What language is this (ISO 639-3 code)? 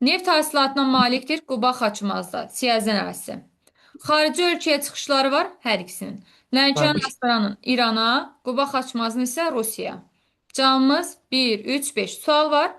aze